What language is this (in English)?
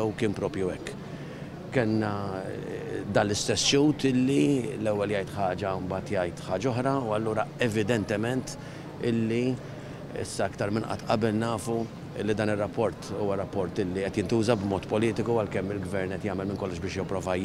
Maltese